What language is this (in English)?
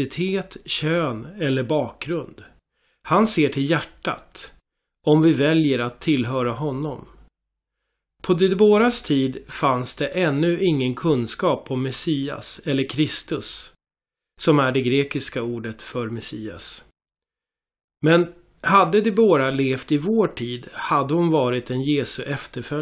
Swedish